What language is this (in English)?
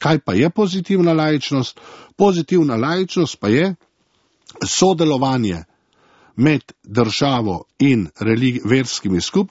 Slovenian